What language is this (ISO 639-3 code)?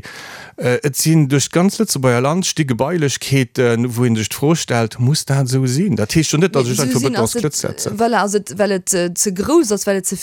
ltz